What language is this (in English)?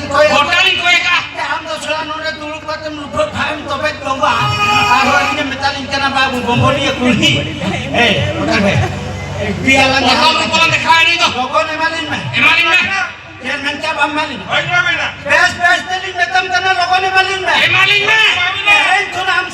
Santali